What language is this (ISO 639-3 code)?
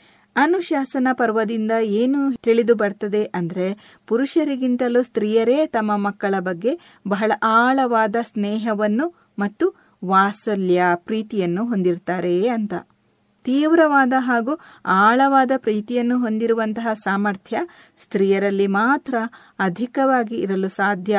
kan